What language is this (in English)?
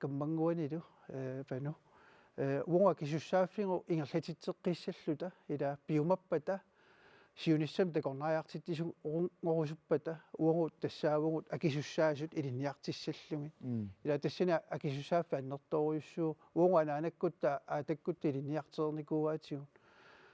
Kalaallisut